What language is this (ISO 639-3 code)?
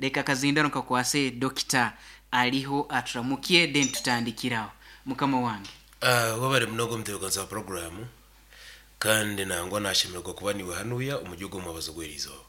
nyn